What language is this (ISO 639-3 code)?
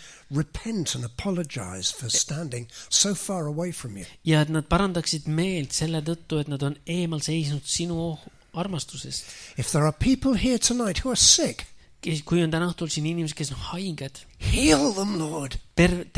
est